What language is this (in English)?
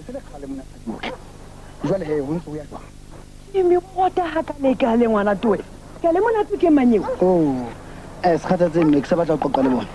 Southern Sotho